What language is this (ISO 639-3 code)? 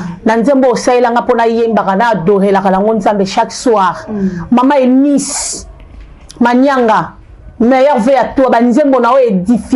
lin